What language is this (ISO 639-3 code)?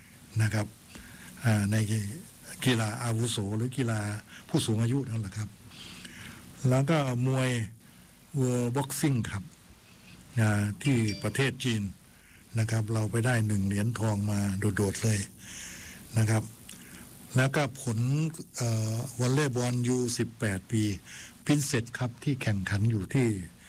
tha